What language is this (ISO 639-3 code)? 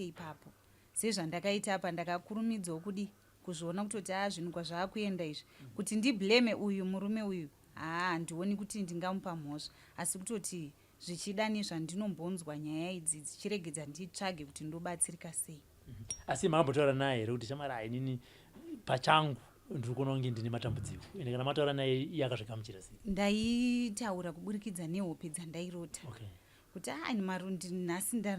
sna